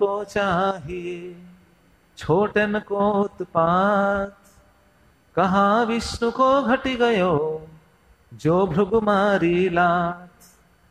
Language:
Odia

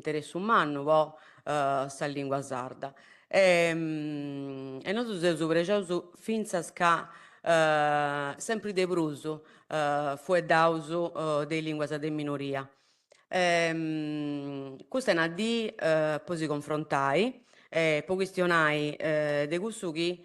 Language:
Sardinian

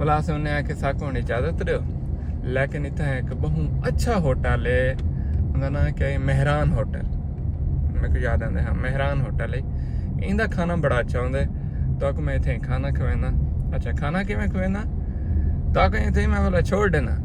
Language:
Saraiki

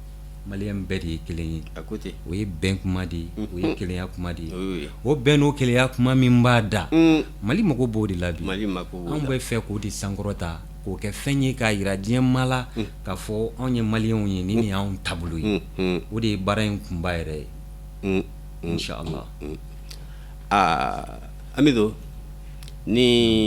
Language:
Bambara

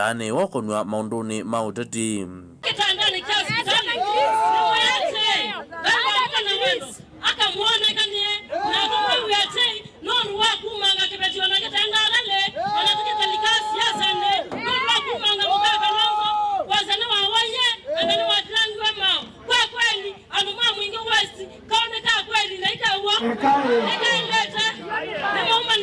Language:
Kamba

